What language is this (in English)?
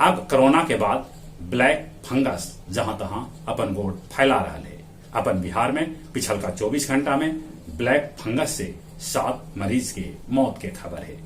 Magahi